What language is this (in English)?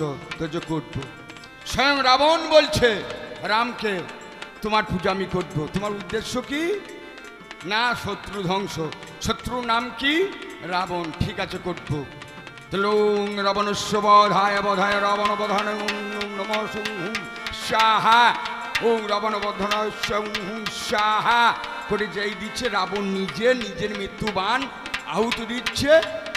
Bangla